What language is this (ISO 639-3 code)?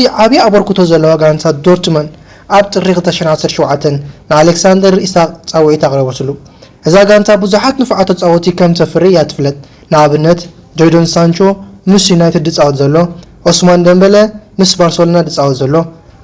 tir